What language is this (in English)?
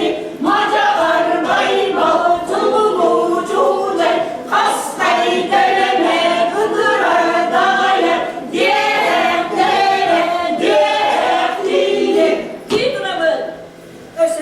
Yakut